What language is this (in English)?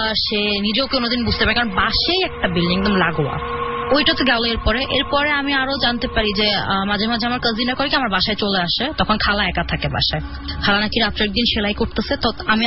Bangla